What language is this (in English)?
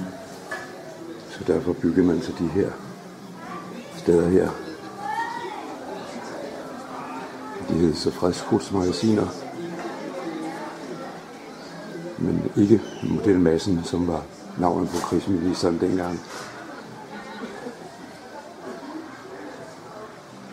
Danish